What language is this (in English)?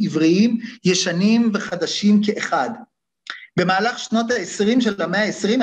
Hebrew